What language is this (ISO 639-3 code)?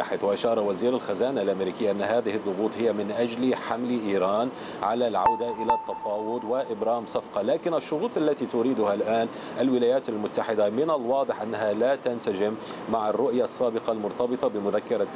ara